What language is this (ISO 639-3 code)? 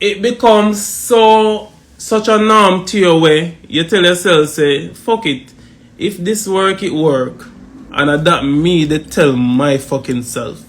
jam